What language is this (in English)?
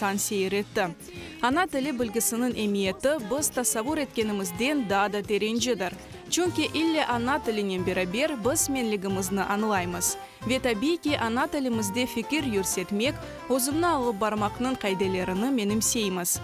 Crimean Tatar